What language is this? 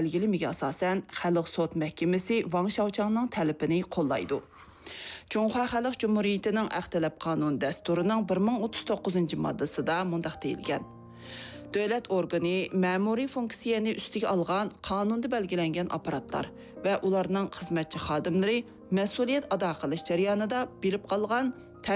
Uyghur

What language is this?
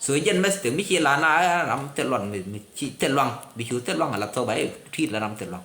Nuer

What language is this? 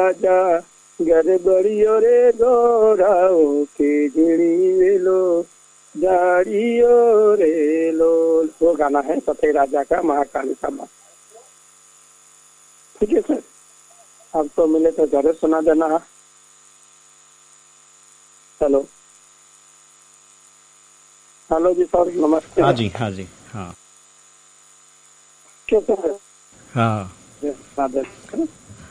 Hindi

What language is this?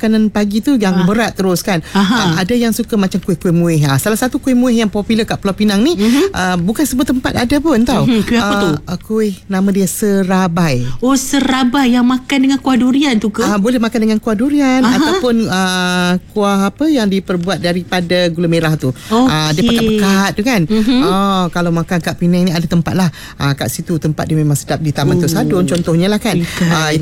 Malay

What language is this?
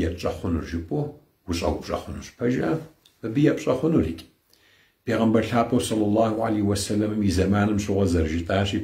Kabardian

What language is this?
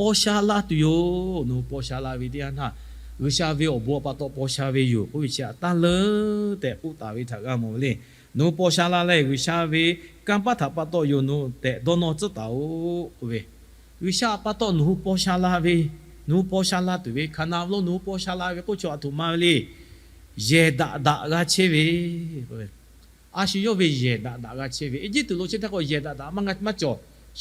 Lahu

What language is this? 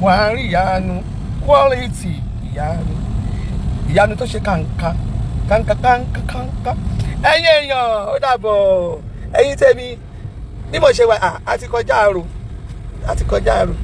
Yoruba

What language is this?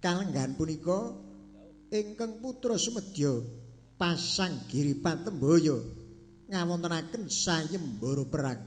Javanese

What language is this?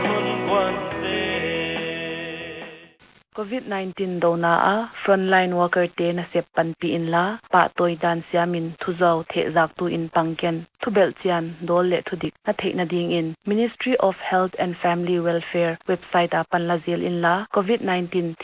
Paite Chin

